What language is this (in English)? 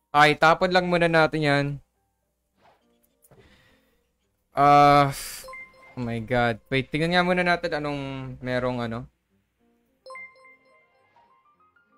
Filipino